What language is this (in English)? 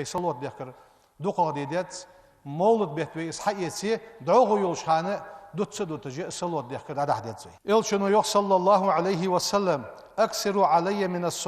Ingush